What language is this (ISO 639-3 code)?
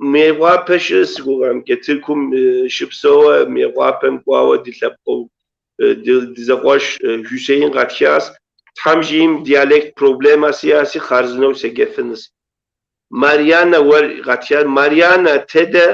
kbd